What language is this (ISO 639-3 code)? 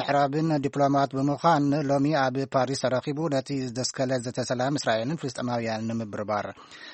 tir